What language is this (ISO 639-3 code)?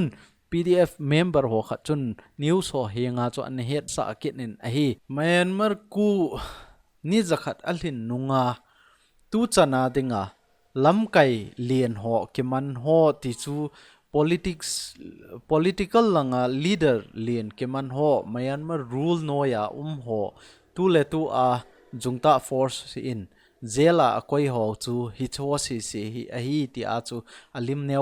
tcz